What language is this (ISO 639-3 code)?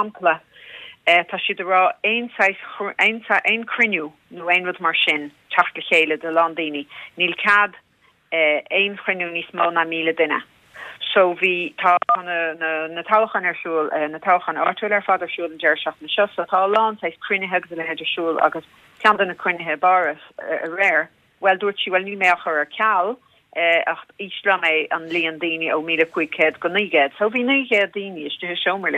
gle